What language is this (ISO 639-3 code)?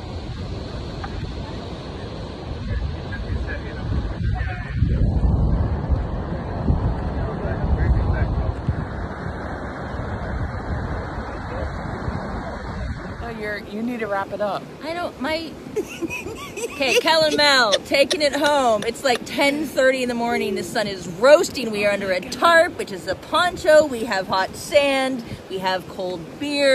eng